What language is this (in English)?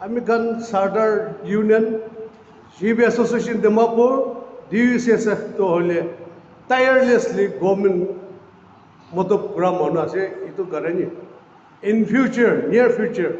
Naga Pidgin